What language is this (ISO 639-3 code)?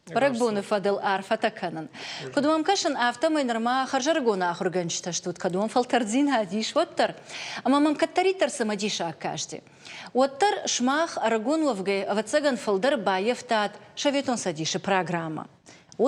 oss